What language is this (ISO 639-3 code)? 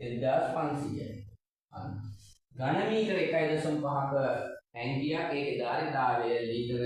sin